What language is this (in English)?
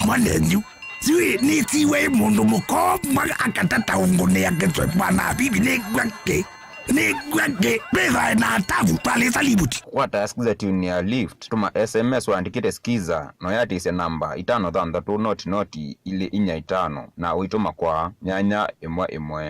Kamba